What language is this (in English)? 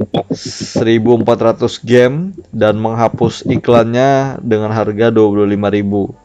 Banjar